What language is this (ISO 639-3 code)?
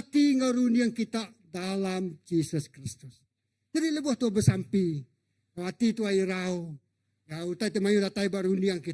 iba